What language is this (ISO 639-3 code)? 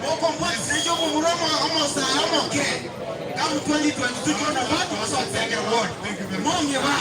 guz